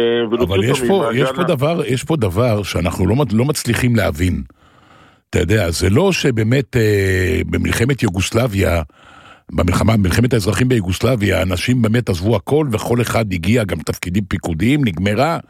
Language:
Hebrew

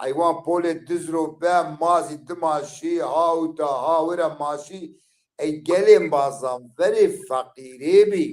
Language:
Zaza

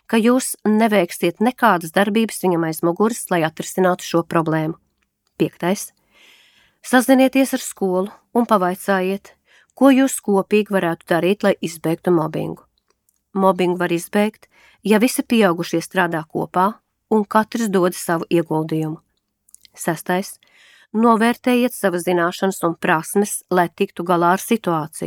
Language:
Latvian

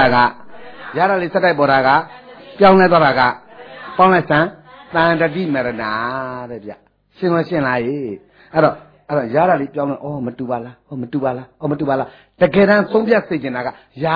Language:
Burmese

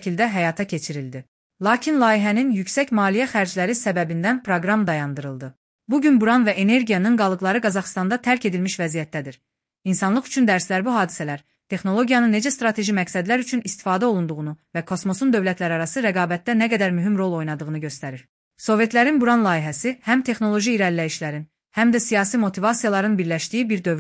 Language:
Azerbaijani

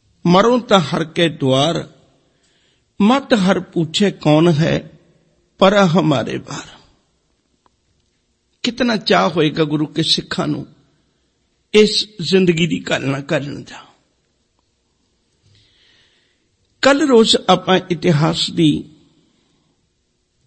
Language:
Punjabi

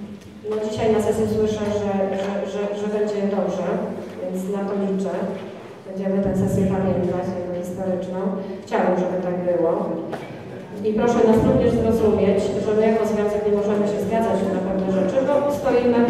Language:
Polish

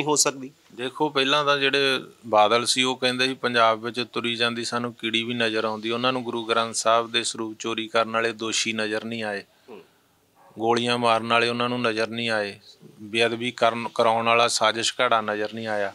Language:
Punjabi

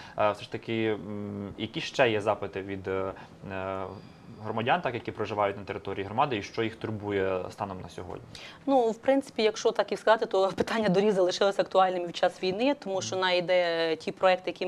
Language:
Ukrainian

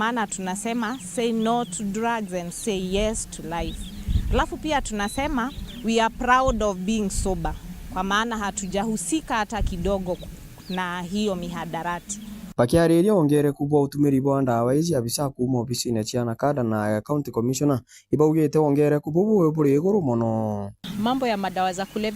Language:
Meru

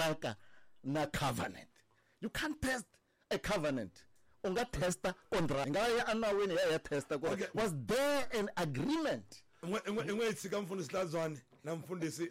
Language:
Tsonga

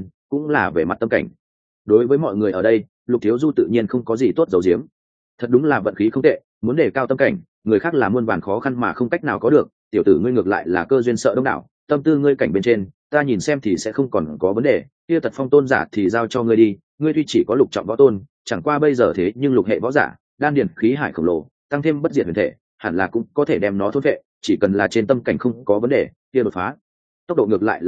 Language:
Vietnamese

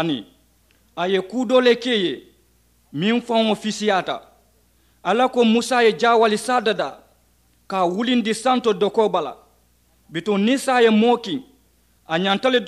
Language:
Mandingo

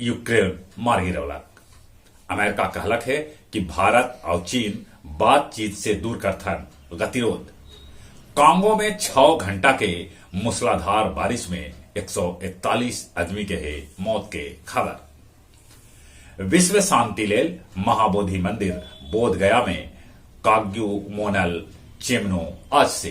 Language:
Magahi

